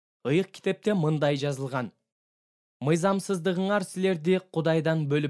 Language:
Kyrgyz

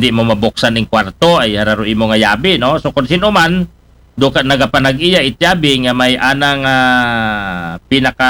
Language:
Aklanon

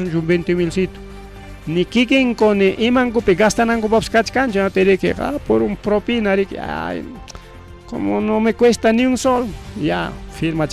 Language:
Ayacucho Quechua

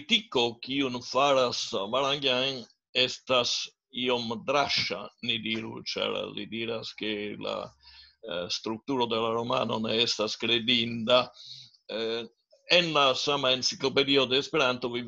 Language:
Esperanto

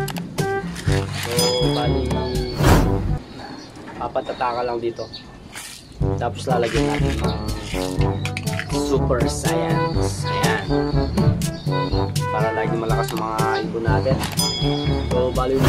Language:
Filipino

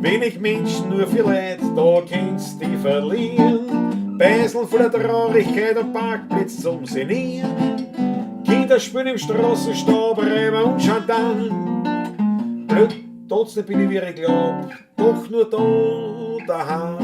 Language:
Bavarian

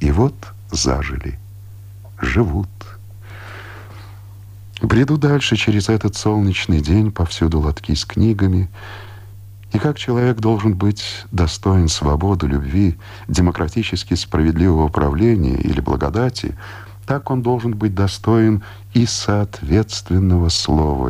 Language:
Russian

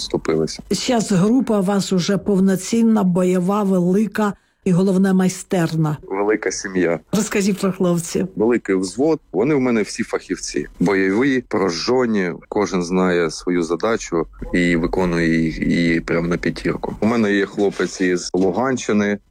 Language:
Ukrainian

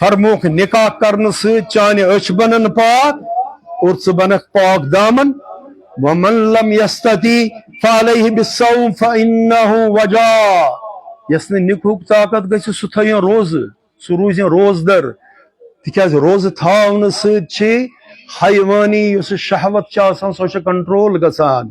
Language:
Kashmiri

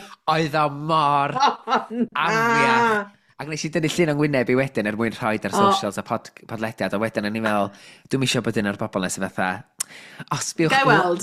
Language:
Welsh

